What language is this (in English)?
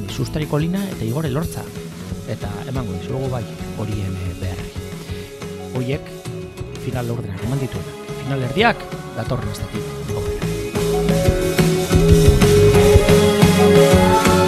Basque